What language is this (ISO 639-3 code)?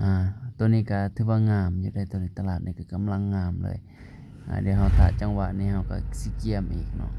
lao